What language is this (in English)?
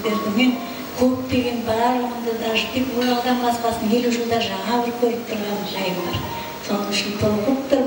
Kara-Kalpak